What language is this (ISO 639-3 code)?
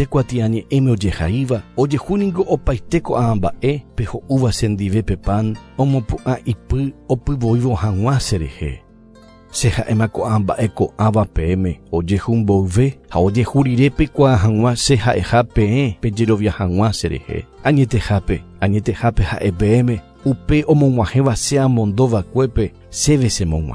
grn